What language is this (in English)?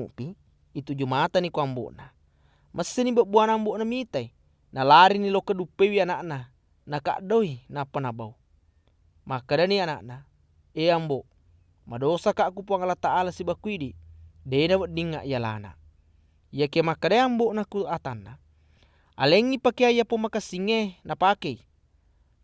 Buginese